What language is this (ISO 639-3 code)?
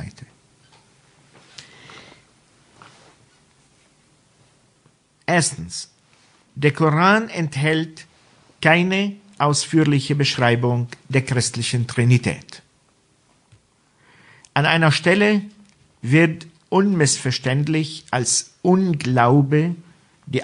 deu